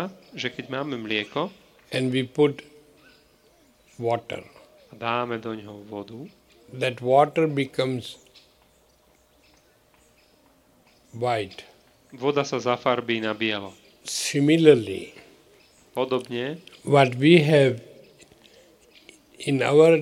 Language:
Slovak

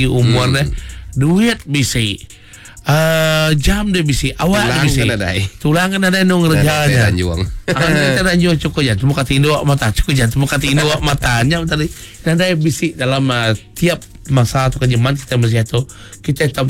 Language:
Iban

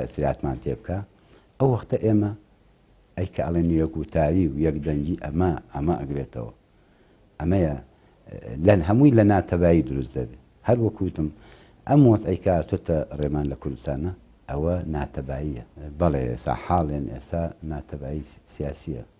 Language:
Central Kurdish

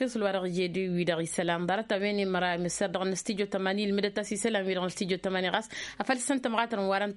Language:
Tamasheq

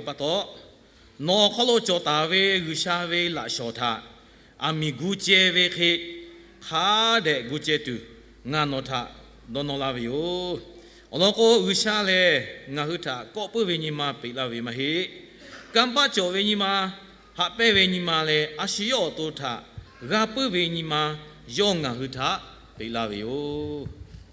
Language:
Lahu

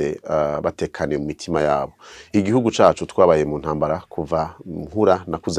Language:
Rundi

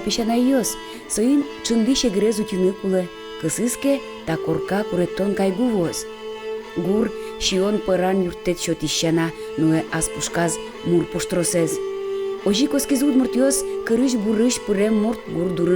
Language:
Udmurt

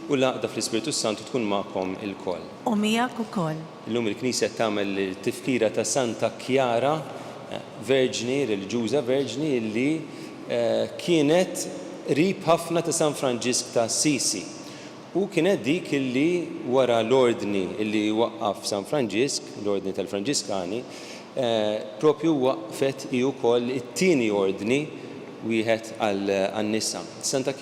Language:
Maltese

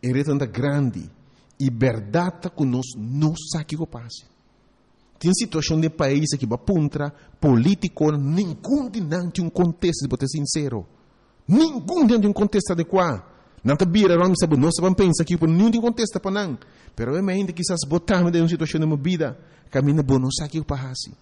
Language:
Papiamento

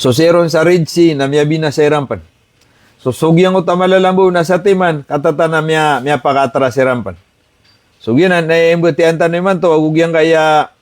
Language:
Maranao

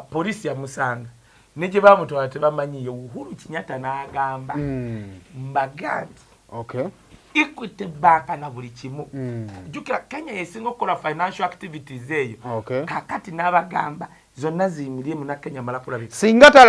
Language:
Ganda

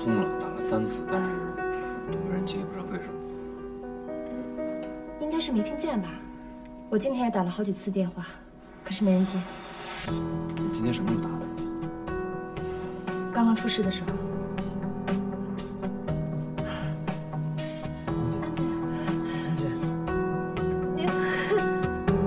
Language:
Chinese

